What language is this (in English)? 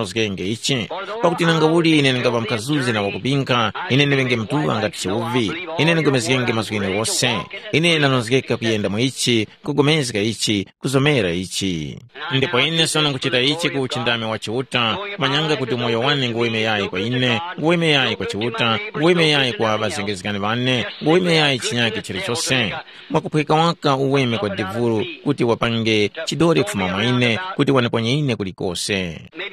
Tumbuka